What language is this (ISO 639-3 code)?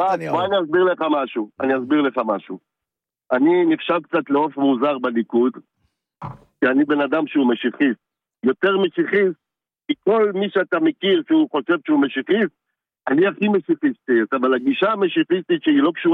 heb